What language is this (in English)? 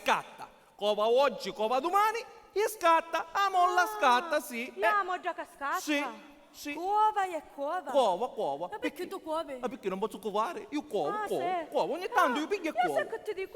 Sicilian